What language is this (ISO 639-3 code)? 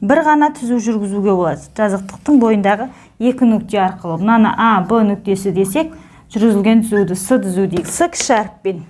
kaz